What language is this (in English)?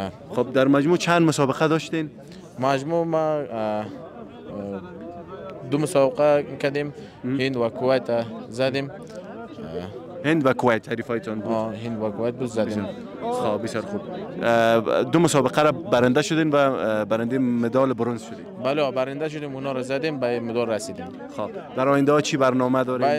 Persian